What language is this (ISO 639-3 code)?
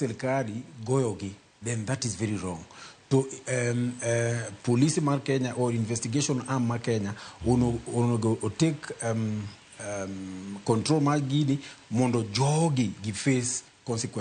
luo